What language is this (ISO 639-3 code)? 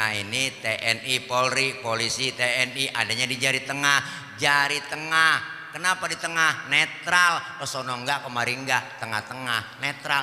bew